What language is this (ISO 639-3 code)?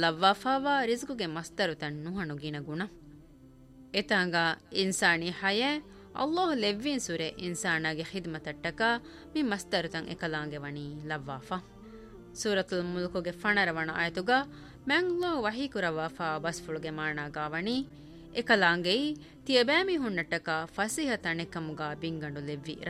div